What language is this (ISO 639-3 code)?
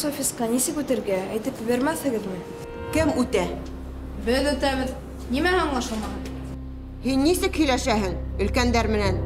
bak